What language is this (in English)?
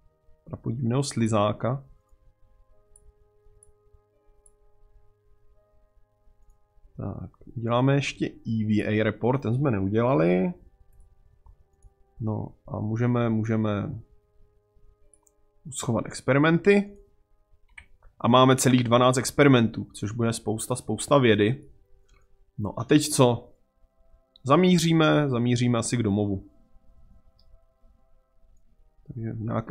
Czech